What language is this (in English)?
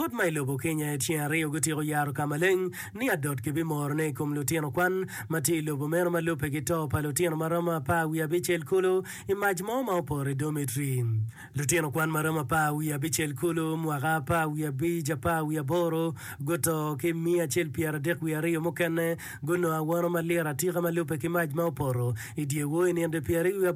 Acoli